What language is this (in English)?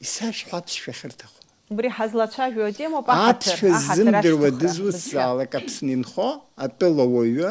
Abkhazian